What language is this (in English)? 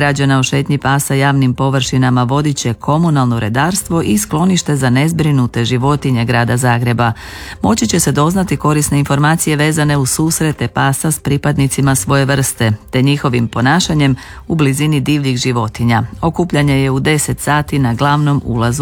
Croatian